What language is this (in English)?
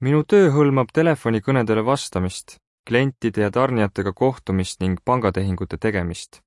Estonian